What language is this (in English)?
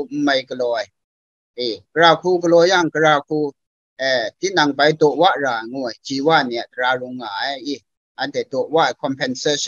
Kachin